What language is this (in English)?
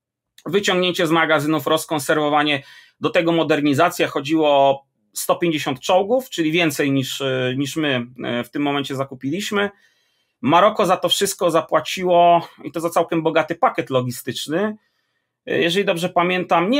Polish